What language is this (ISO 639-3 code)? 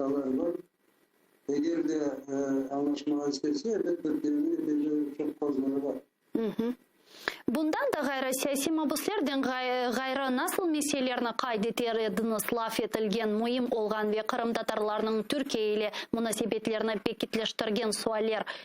crh